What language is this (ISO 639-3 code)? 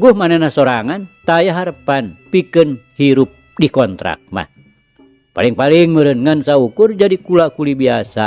sun